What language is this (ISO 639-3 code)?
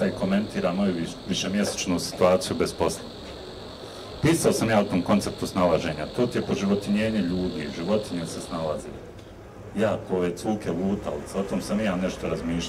bos